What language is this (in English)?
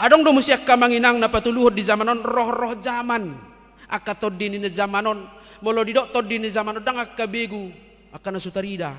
Batak Toba